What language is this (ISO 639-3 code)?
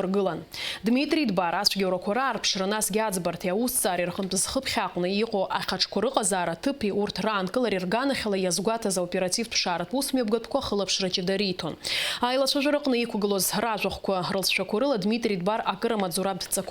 abk